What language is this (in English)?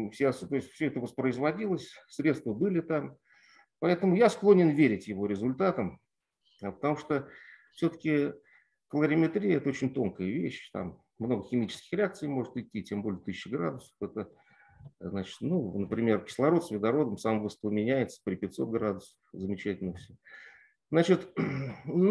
Russian